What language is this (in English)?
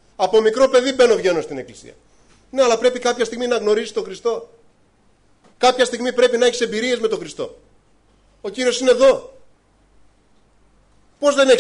Greek